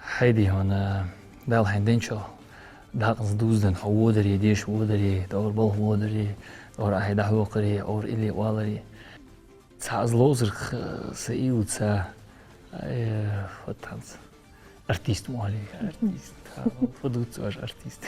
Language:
Ingush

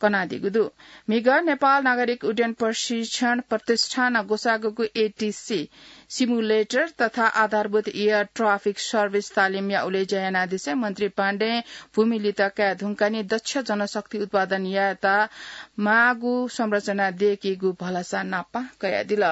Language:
Newari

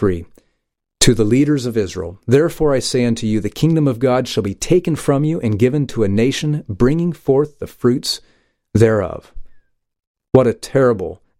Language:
English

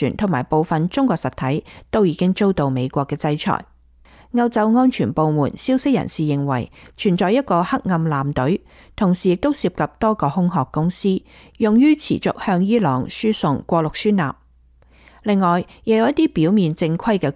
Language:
Cantonese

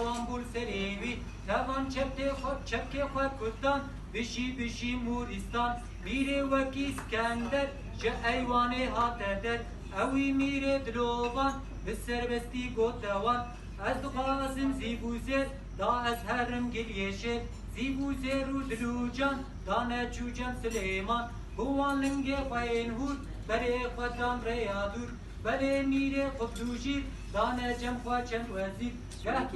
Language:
Kurdish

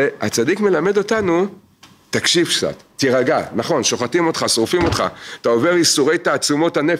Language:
Hebrew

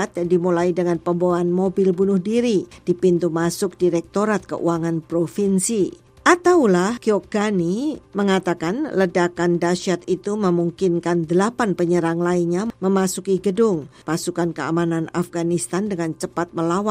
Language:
Indonesian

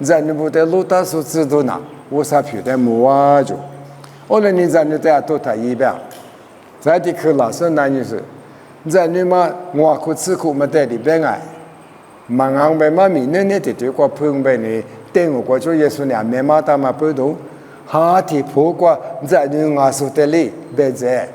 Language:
Lisu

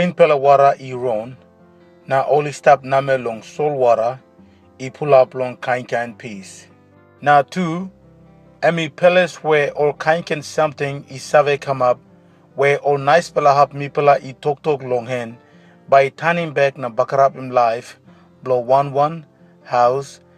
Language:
Tok Pisin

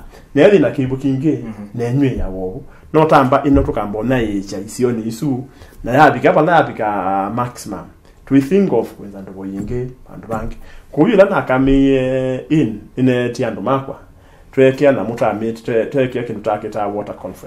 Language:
Kamba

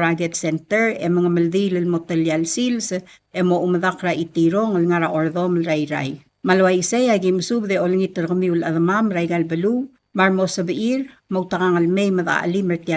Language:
Palauan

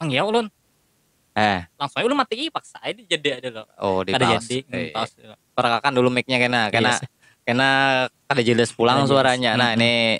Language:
Banjar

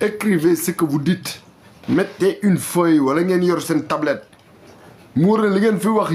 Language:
Wolof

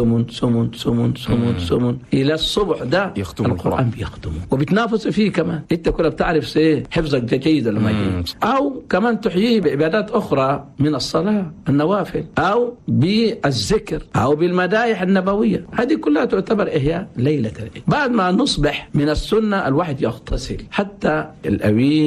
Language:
Chadian Arabic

